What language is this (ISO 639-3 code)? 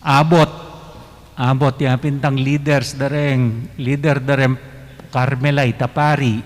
pam